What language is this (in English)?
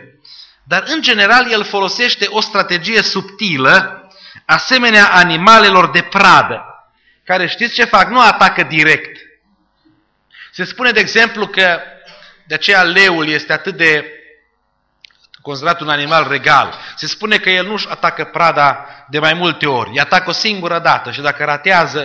Romanian